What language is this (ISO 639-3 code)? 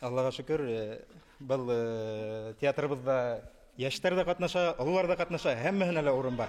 bak